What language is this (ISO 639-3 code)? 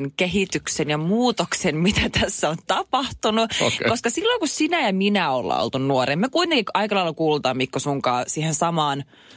fin